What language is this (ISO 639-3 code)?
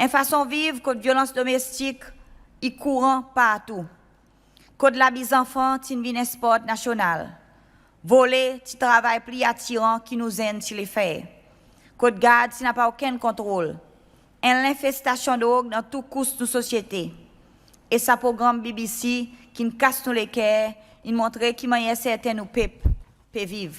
crs